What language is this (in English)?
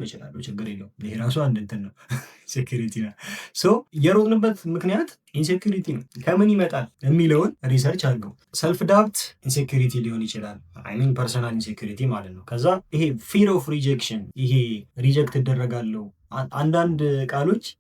Amharic